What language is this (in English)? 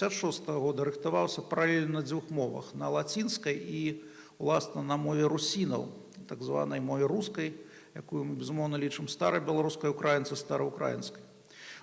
Belarusian